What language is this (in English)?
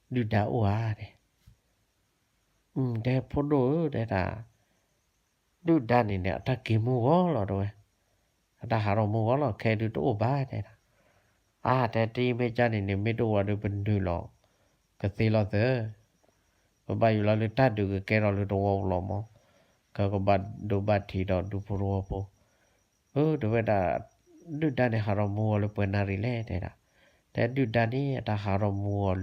S'gaw Karen